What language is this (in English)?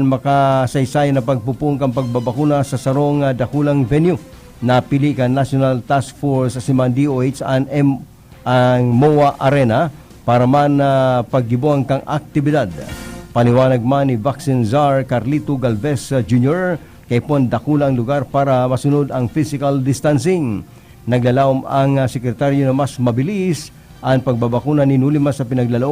Bikol